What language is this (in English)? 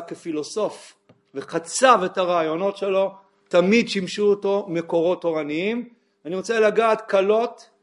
Hebrew